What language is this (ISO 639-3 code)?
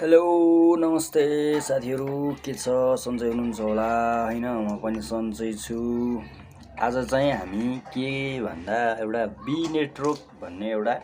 nep